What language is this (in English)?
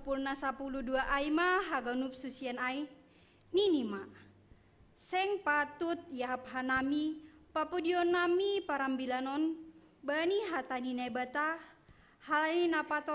Batak Simalungun